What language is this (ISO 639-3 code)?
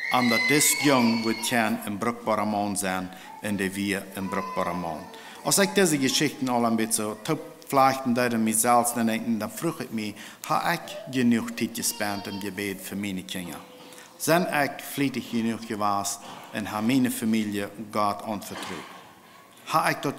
pdt